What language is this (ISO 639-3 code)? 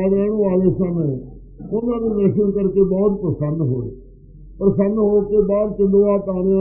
pan